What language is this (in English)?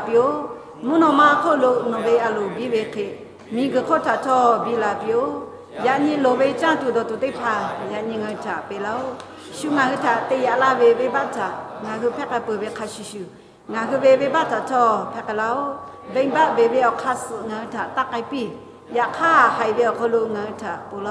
Lahu